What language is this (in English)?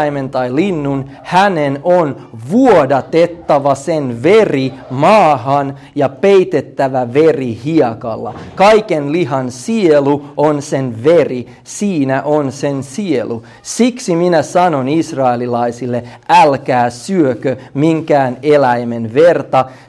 Finnish